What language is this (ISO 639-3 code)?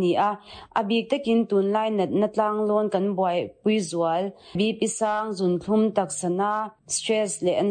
lus